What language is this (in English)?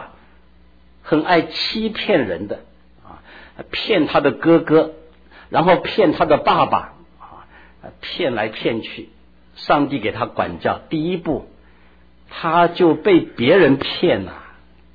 Chinese